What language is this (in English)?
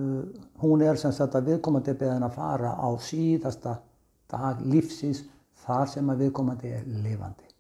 Icelandic